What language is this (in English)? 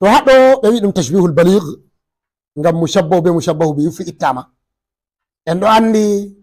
Fula